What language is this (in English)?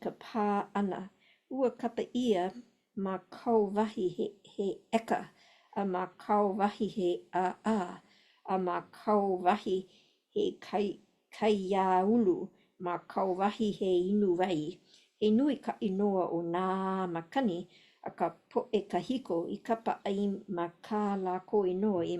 Hawaiian